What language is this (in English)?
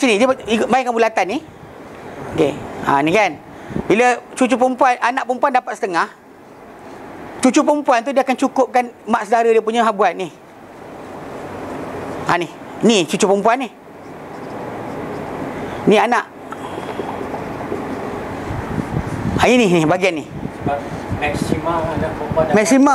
Malay